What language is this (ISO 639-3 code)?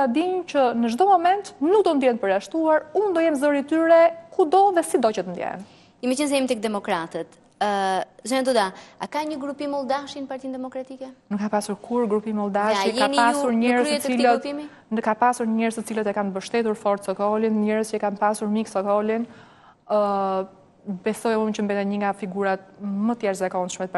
sqi